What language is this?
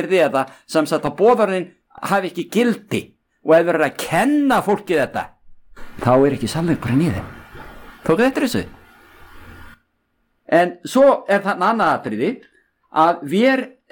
Icelandic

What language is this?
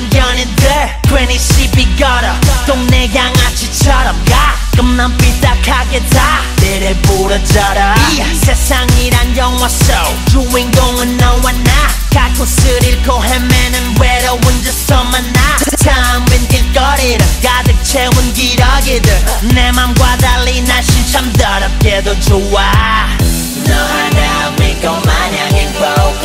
Korean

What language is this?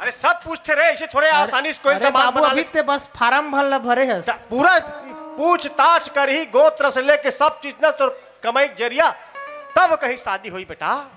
Chhattisgarhi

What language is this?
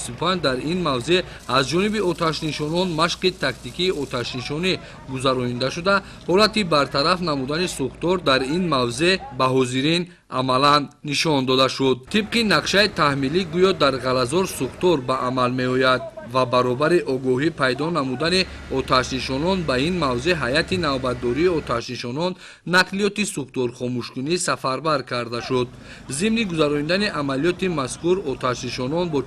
Tajik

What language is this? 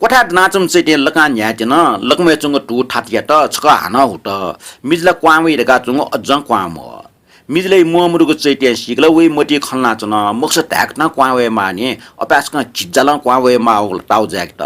Newari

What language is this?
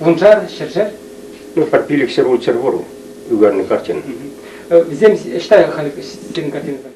Chuvash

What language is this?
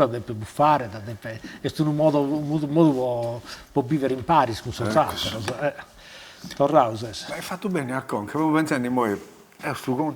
Sardinian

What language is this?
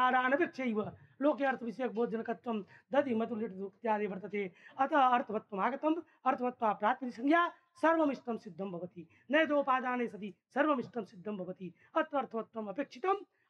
Sanskrit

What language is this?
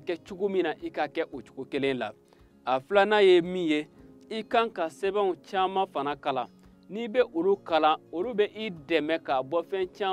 Bambara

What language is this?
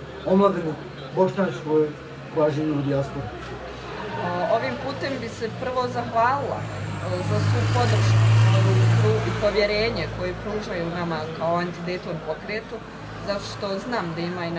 Bosnian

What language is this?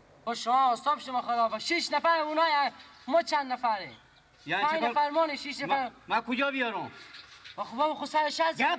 Persian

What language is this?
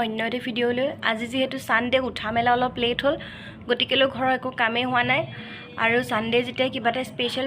Assamese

